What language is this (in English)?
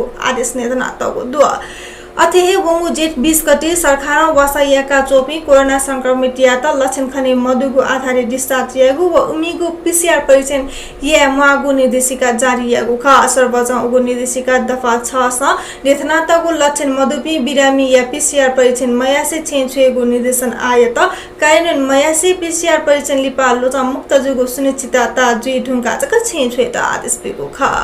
Newari